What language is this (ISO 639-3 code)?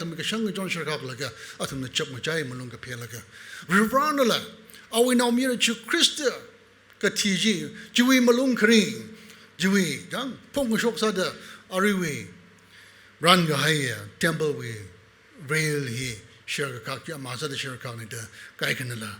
nmf